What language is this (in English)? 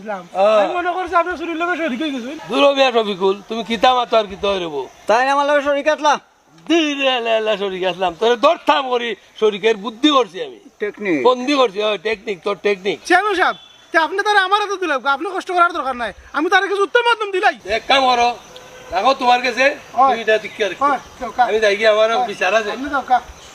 Sylheti